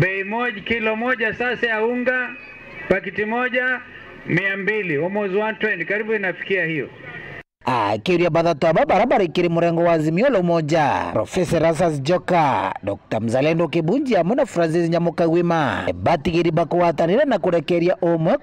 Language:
Meru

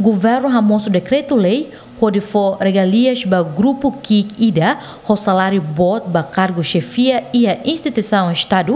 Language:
Tetum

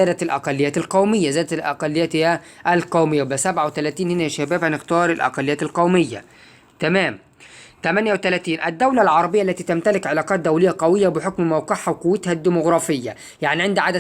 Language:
Egyptian Arabic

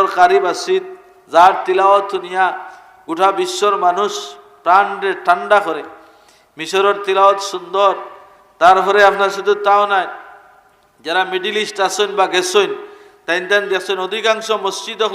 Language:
Sylheti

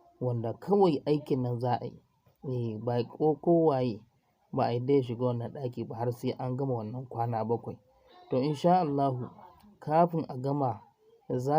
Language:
Hausa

